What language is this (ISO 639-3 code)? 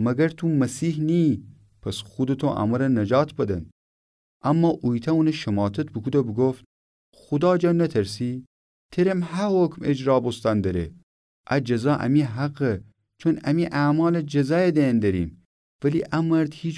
glk